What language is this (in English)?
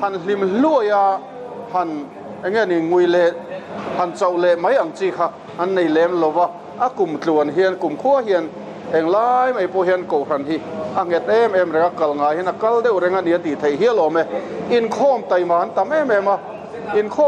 Mizo